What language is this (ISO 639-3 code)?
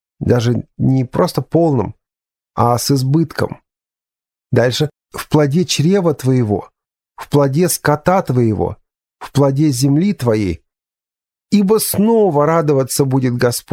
rus